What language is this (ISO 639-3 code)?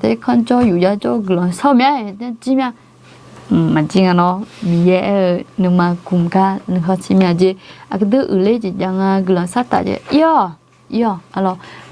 ahk